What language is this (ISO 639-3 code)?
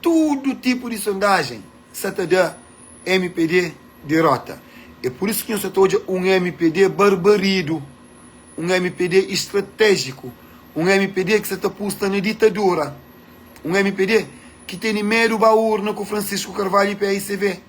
kea